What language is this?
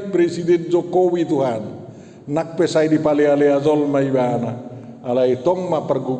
Batak Toba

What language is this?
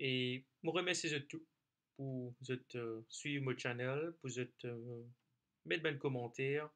Morisyen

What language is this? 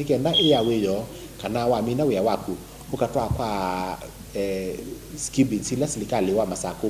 Kamba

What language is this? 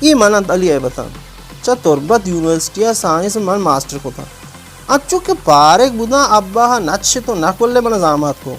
Baluchi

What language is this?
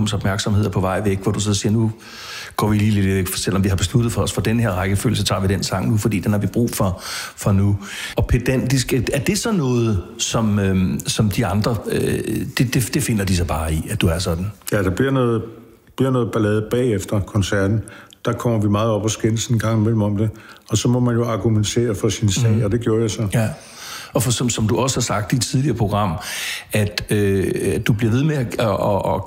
Danish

